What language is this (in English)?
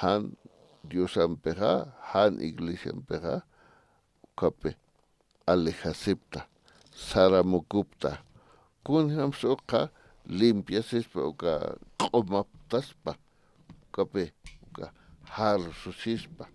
Aymara